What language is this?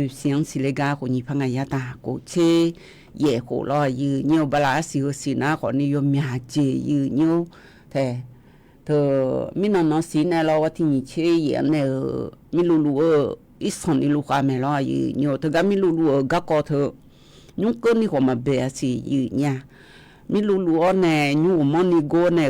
Akha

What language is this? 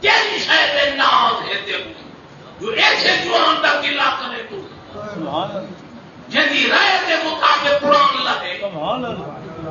Saraiki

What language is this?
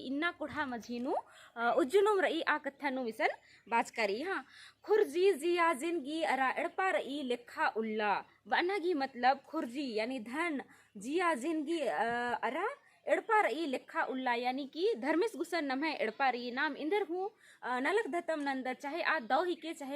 Kurukh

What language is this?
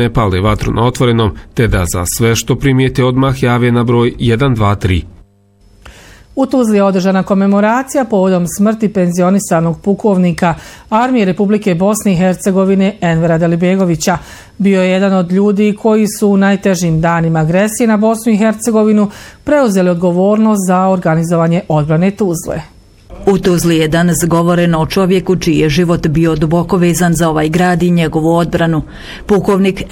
Bosnian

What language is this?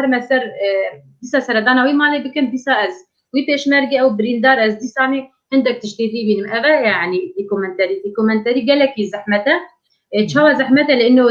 Kurdish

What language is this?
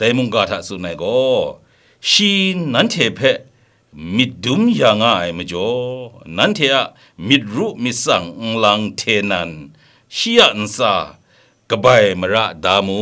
Kachin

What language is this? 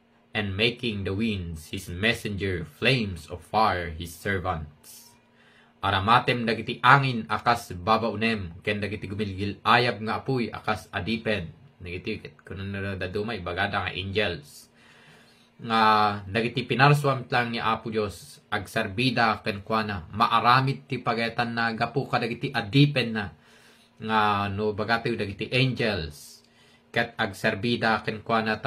Iloko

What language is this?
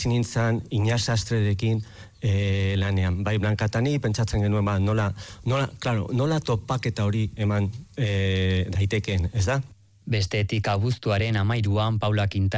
Basque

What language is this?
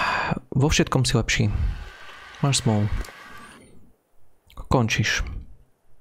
Slovak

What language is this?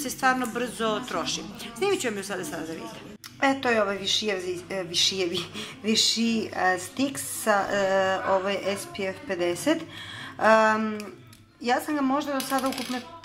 Serbian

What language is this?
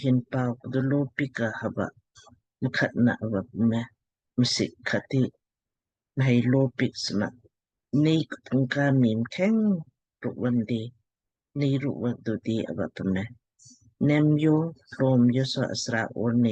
Lamkang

